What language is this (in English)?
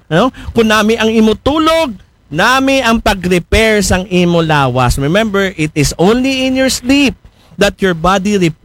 Aklanon